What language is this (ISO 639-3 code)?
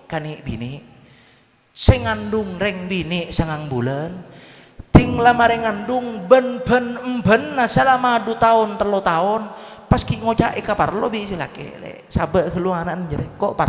mad